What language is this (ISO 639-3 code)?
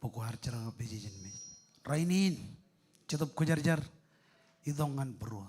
mah